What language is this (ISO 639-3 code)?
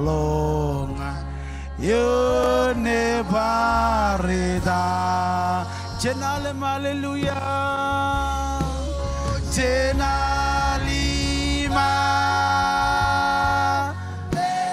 mah